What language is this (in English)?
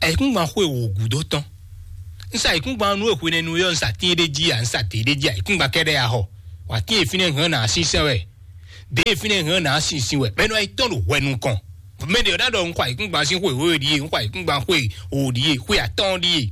Fon